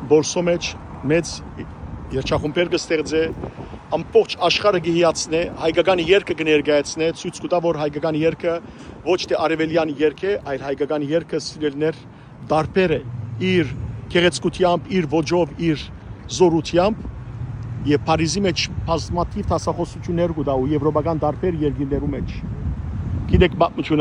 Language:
Western Armenian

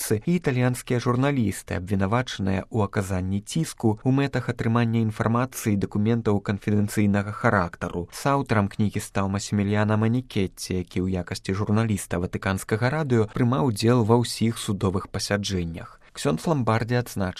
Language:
Belarusian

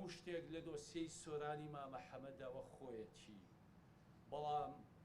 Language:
Central Kurdish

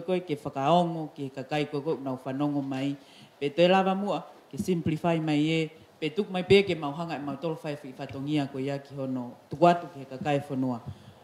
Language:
Tongan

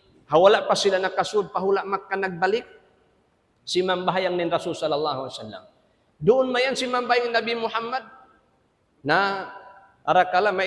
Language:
Tausug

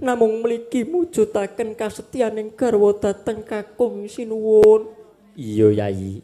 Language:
Javanese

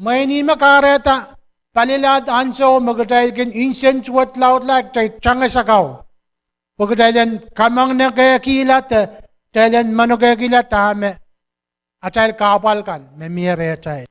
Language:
Pohnpeian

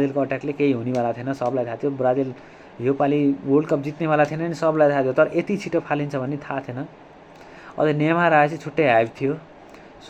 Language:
Nepali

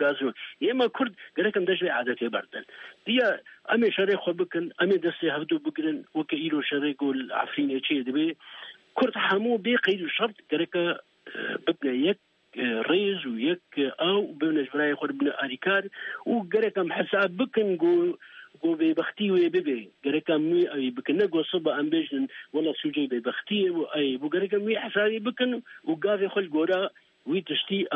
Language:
Kurdish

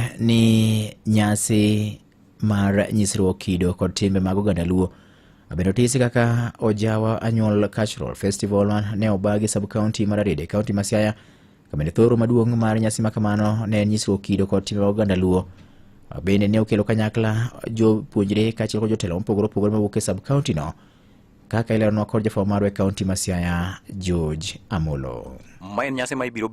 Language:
Luo (Kenya and Tanzania)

